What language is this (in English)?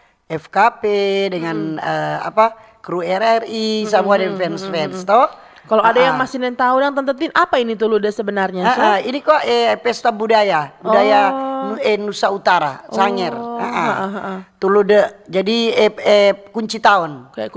Manado Malay